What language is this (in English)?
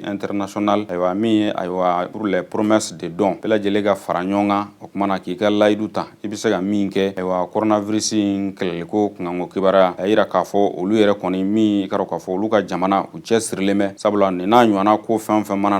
Bambara